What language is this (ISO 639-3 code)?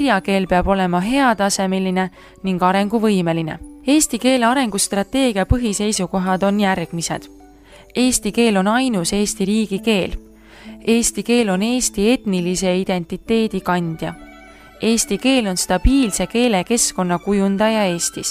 est